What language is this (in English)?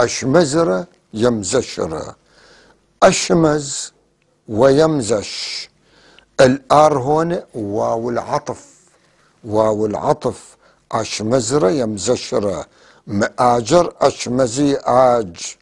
North Levantine Arabic